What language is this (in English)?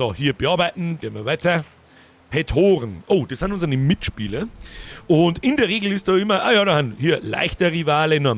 Bavarian